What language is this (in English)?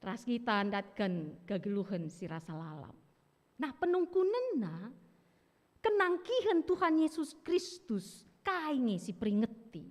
Batak Karo